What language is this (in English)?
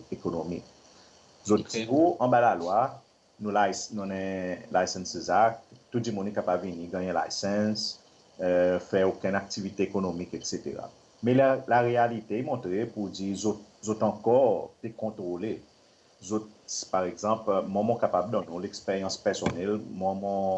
Seselwa Creole French